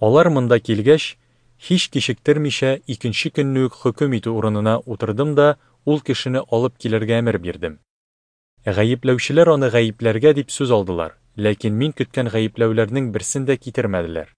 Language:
Tatar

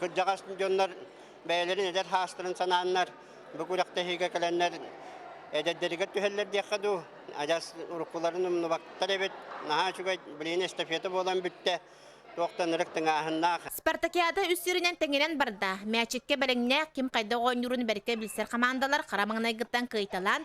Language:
Yakut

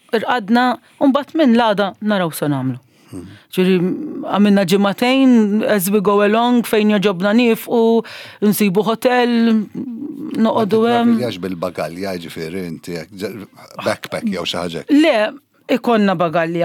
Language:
Maltese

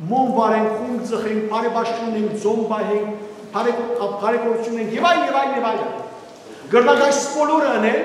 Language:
Western Armenian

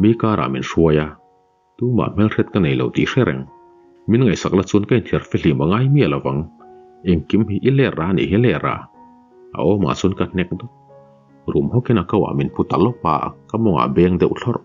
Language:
Mizo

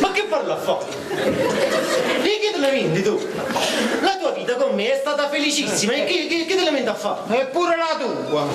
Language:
Neapolitan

